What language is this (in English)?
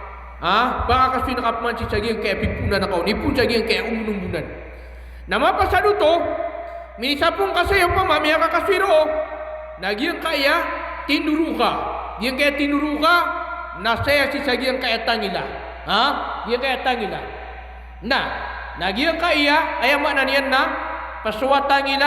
Maranao